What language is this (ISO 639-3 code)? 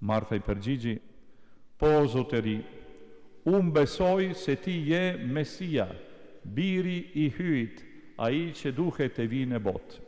sqi